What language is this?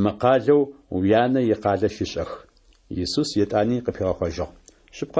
Adyghe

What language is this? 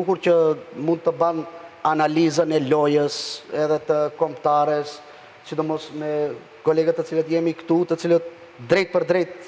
Albanian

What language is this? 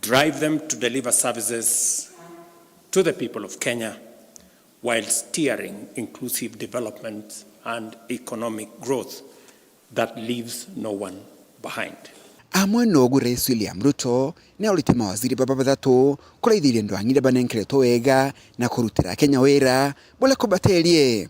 Meru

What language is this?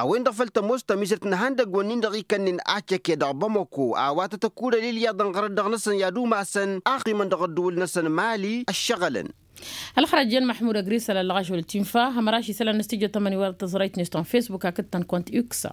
Tamasheq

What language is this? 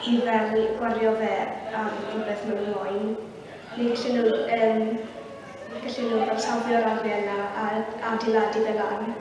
Welsh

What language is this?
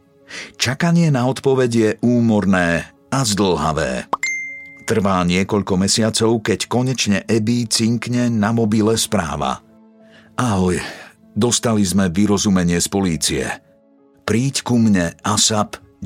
Slovak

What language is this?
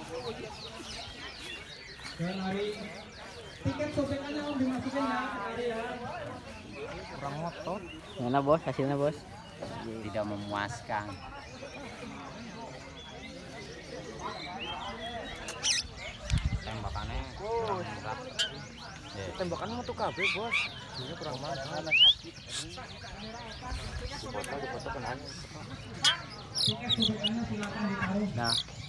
Indonesian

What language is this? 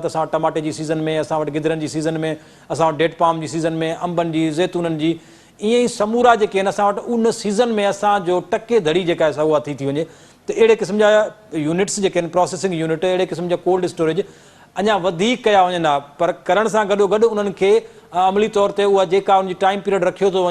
Sindhi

